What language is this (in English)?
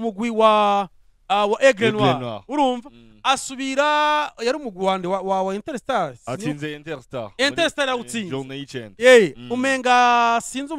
Rundi